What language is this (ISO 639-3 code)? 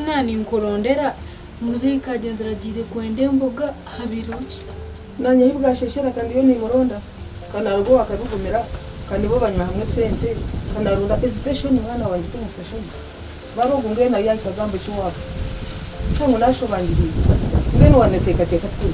nyn